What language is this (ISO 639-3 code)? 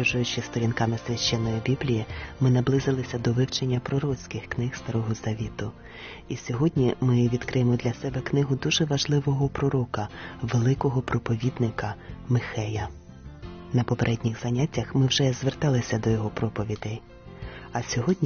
ukr